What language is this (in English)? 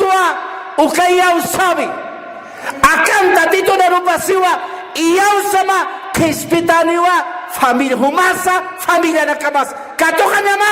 Aymara